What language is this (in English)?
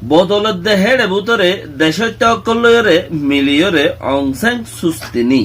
Rohingya